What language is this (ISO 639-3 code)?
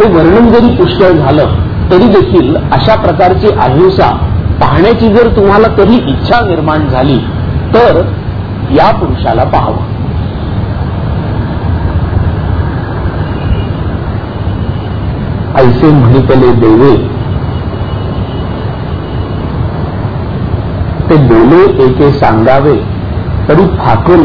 mar